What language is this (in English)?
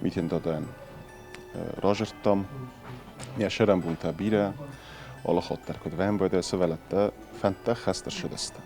Ossetic